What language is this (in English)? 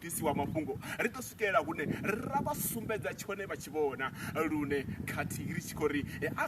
Venda